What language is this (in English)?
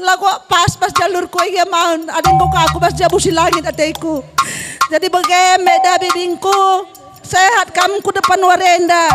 Batak Karo